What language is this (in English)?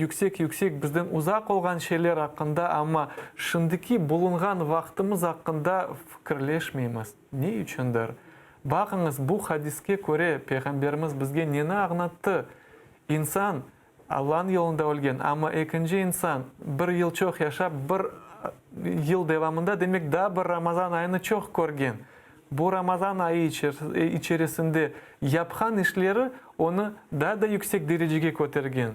Crimean Tatar